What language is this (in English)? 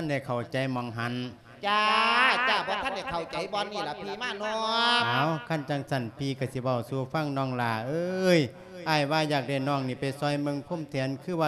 Lao